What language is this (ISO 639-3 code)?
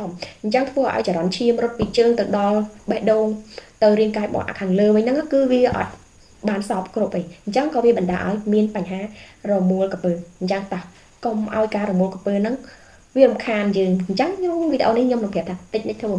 khm